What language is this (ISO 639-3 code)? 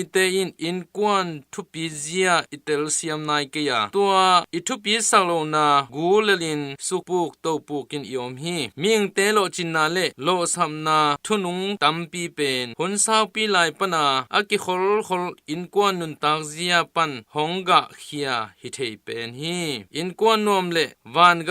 ctd